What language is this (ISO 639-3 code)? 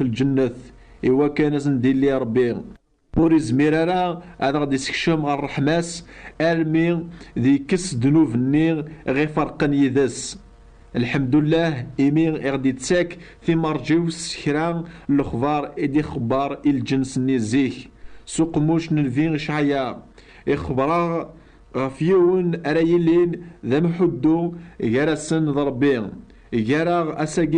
kab